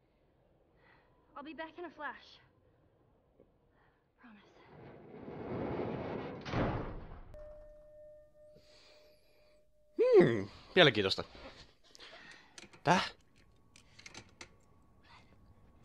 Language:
Finnish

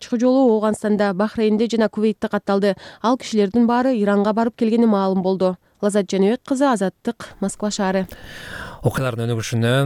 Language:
Kyrgyz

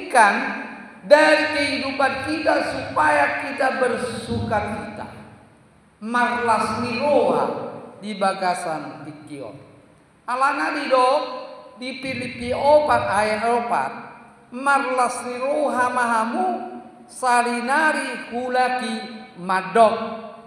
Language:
Batak Toba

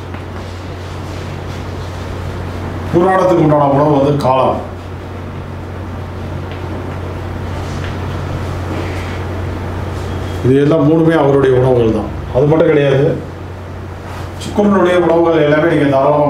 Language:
Tamil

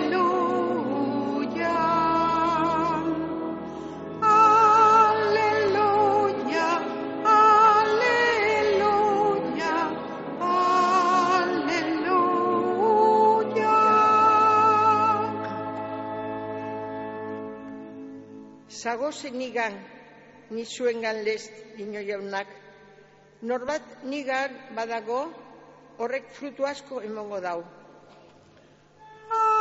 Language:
Basque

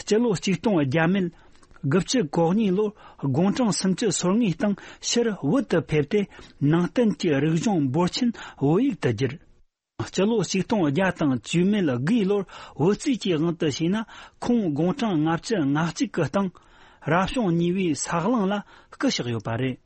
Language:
Tibetan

